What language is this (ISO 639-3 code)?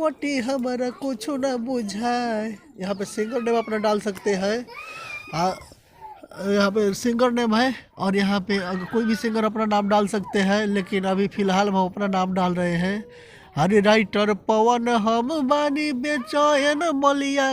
bho